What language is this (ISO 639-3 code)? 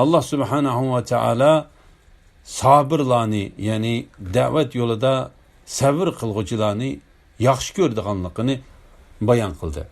uig